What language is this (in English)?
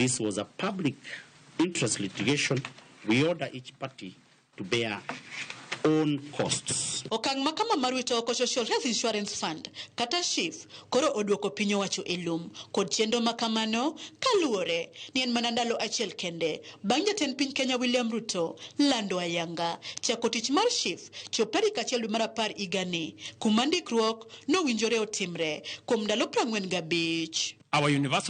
Luo (Kenya and Tanzania)